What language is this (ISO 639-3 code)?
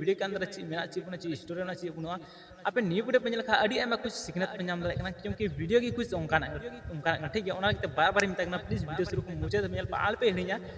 sat